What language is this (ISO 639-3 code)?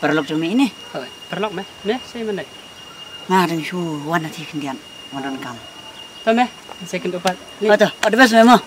kha